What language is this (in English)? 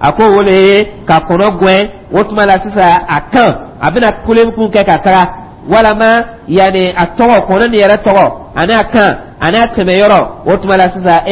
Dyula